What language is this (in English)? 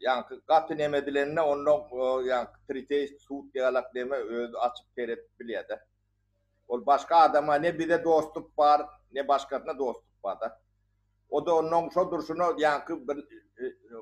Turkmen